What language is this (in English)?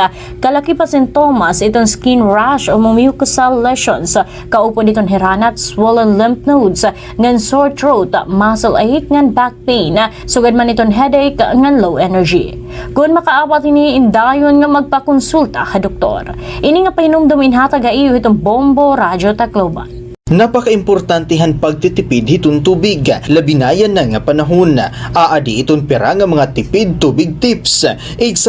Waray